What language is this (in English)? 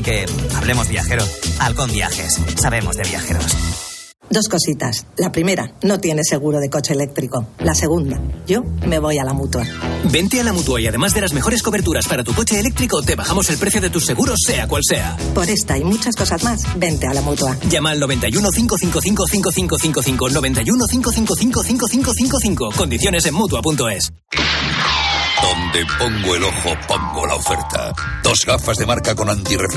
Spanish